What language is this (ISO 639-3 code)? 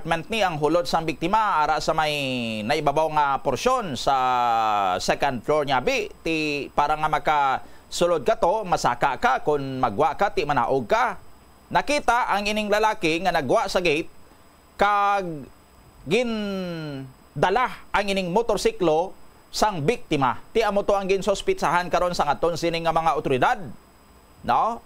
hil